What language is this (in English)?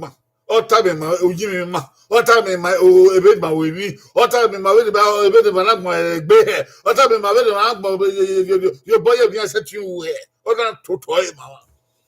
Bini